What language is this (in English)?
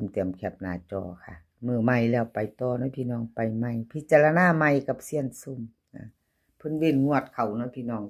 Northeastern Thai